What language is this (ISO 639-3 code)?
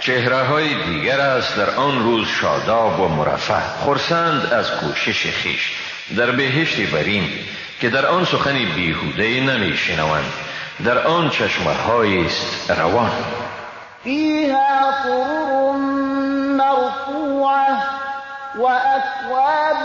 fas